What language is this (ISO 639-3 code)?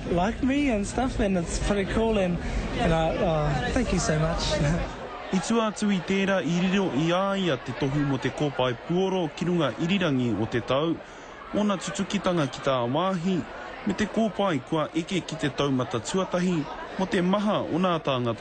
mri